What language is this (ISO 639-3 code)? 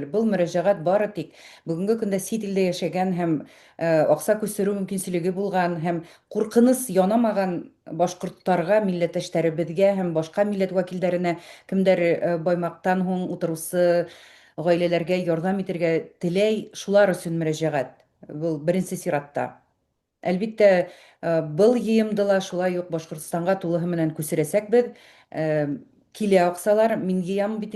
bak